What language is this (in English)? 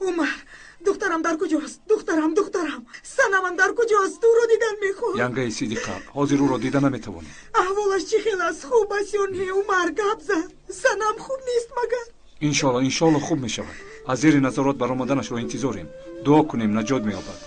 Tajik